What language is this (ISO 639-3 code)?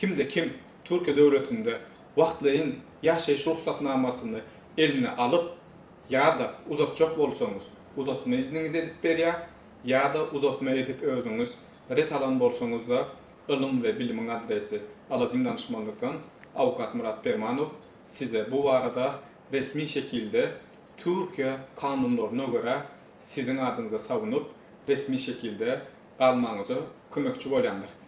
tuk